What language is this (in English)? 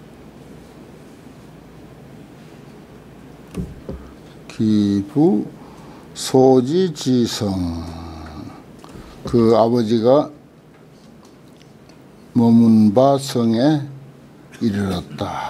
Korean